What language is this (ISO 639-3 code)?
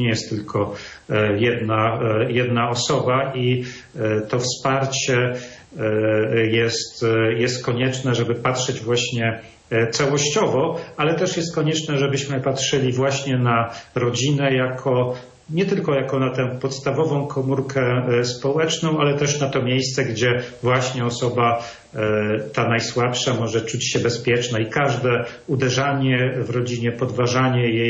pol